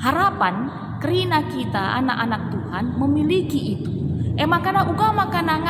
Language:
Batak Karo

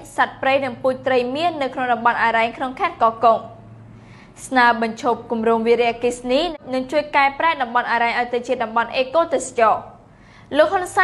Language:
Khmer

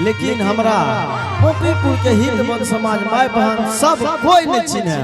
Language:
Angika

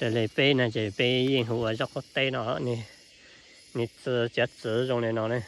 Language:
Hmong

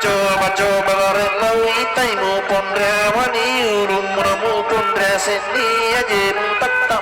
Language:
Buginese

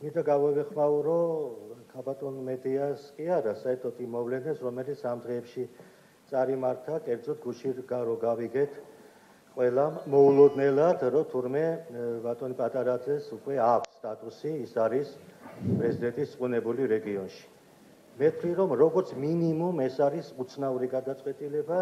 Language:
Georgian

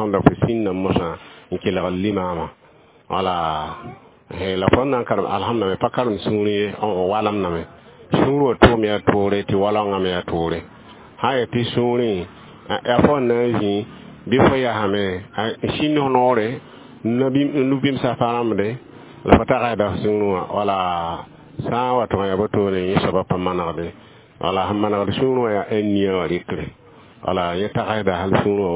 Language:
Mossi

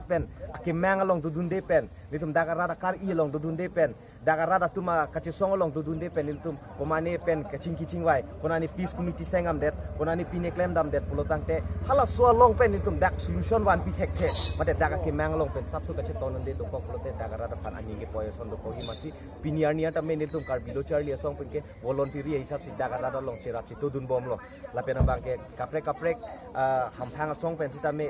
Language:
Karbi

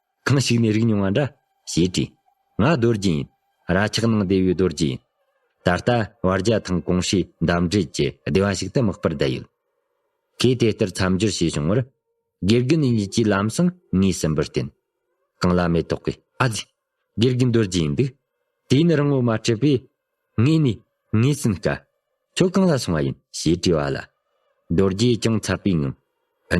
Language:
Tibetan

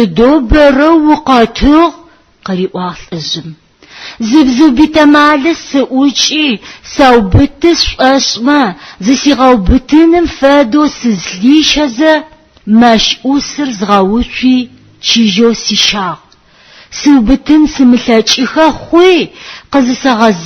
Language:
Adyghe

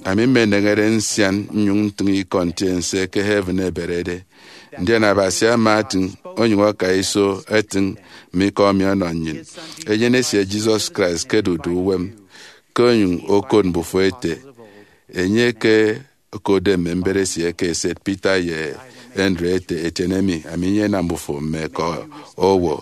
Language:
Efik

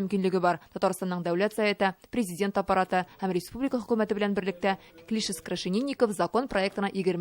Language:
Tatar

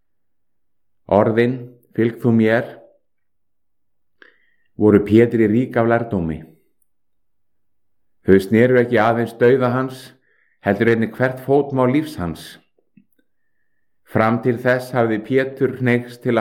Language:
Icelandic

